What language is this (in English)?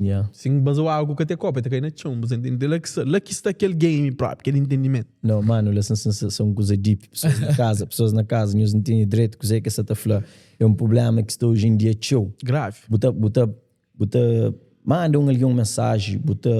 Kabuverdianu